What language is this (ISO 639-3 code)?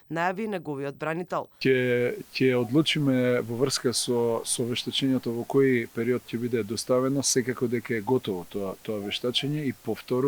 mkd